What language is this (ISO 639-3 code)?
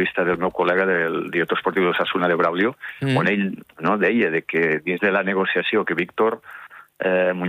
cat